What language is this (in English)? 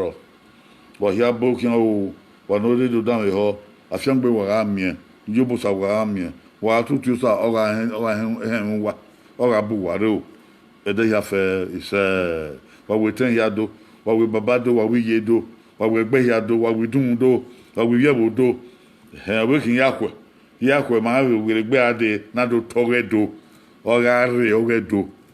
Bini